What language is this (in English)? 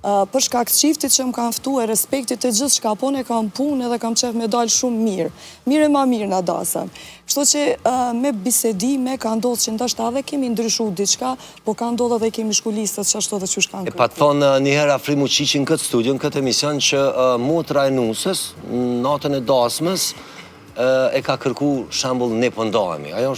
Albanian